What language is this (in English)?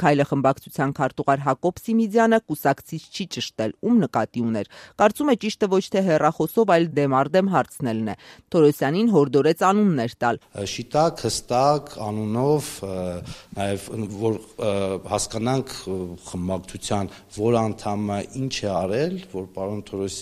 Armenian